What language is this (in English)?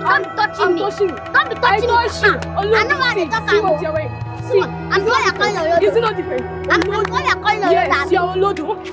Nigerian Pidgin